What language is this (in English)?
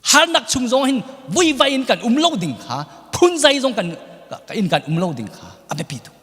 Hakha Chin